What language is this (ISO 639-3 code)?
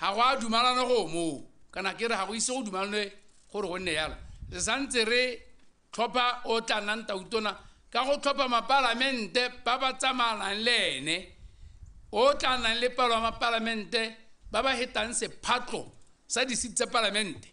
tsn